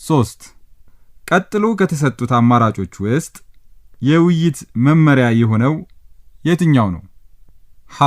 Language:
Amharic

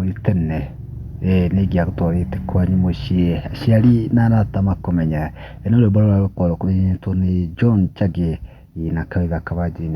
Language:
Kikuyu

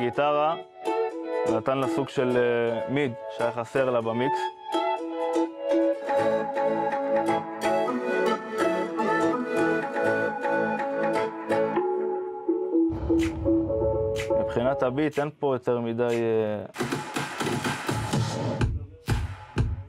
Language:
Hebrew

